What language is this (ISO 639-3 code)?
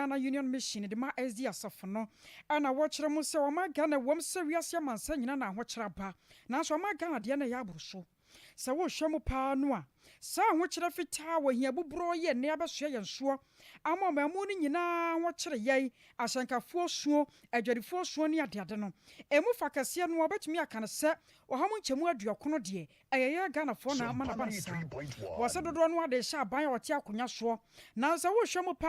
aka